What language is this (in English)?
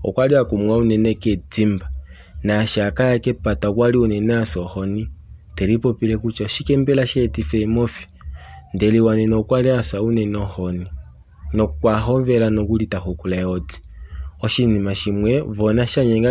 Kuanyama